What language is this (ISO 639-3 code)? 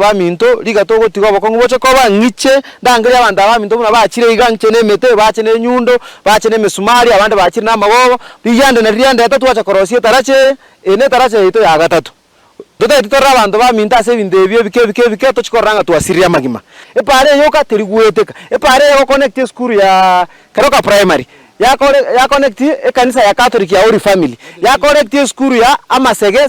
guz